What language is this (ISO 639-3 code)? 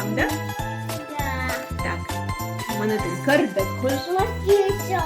oss